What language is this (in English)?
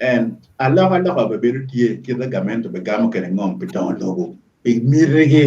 Acoli